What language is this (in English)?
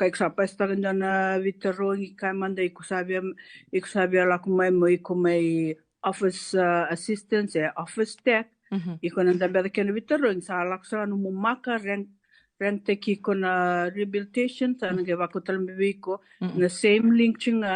Fijian